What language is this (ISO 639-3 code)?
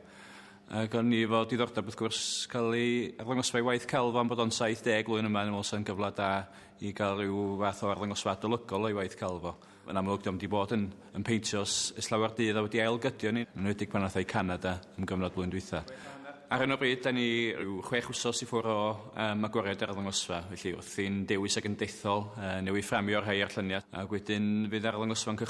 cym